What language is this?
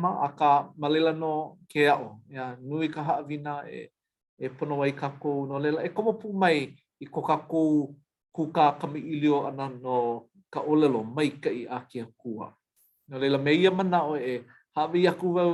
Hawaiian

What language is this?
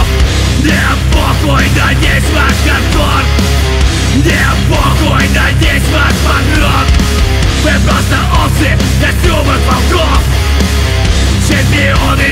Russian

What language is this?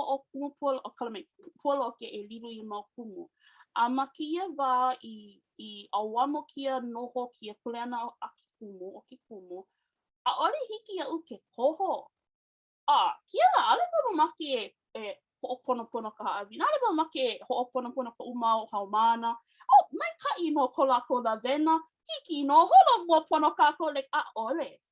Hawaiian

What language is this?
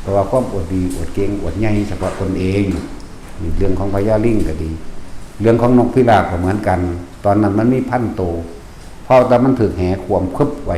Lao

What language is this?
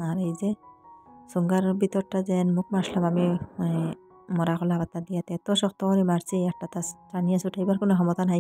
Bangla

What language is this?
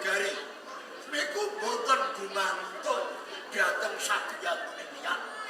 Javanese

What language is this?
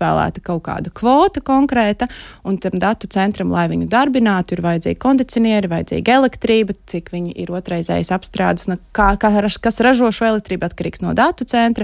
Latvian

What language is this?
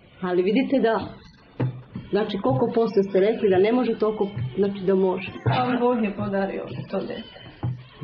Serbian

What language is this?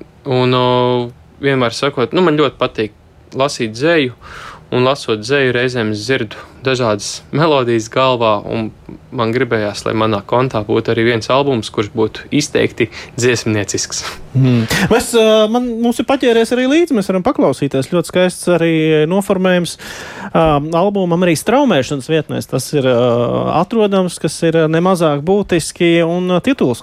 Latvian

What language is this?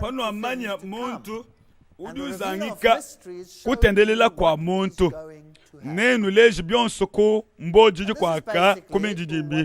Luba-Lulua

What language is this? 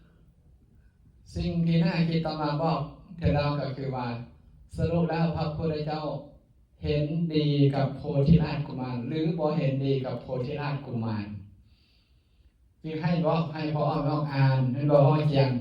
Lao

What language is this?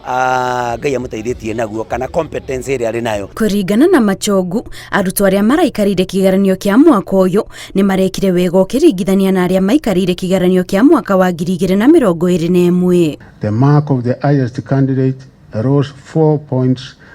Kikuyu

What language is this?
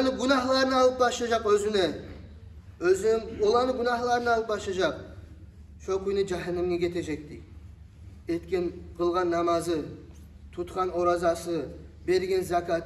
Kumyk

